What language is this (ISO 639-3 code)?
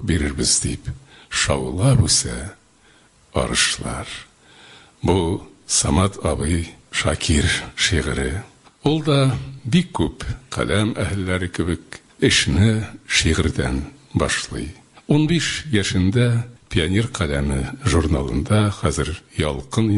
tat